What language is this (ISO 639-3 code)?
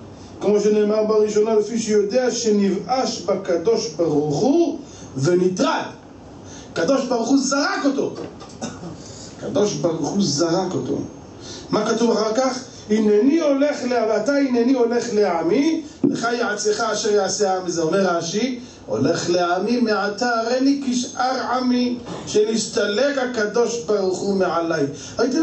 heb